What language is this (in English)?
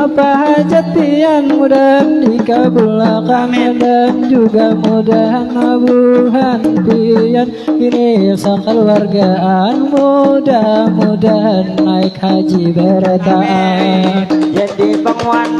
Banjar